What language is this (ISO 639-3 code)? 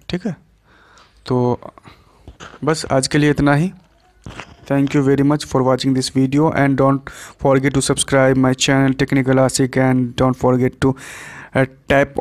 hin